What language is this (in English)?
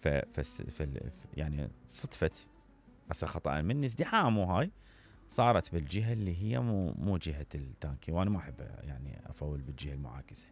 Mesopotamian Arabic